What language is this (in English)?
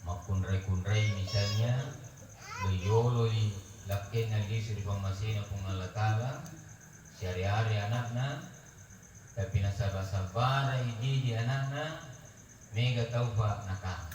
Buginese